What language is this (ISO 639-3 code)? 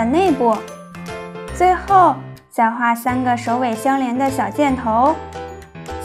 zho